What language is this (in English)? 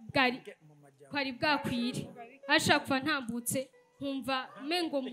Rundi